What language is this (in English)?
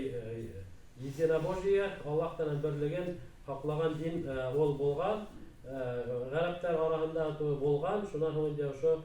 Bashkir